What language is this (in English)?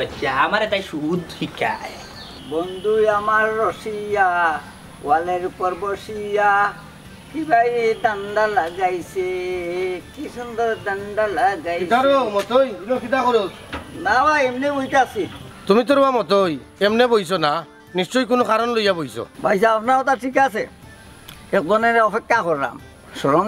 Sylheti